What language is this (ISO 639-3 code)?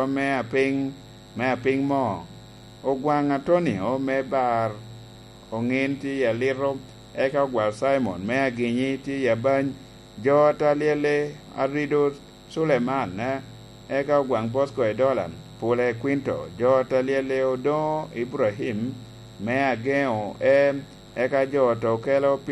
laj